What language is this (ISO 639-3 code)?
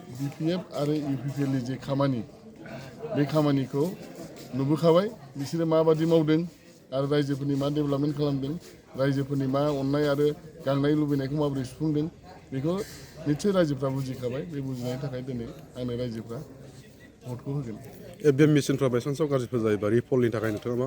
brx